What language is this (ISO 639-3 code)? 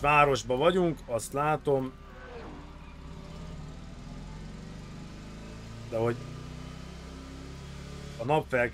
hun